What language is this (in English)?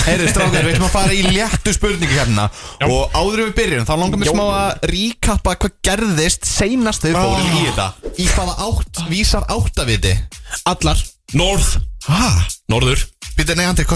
Icelandic